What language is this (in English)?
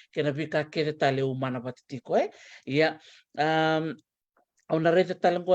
Fijian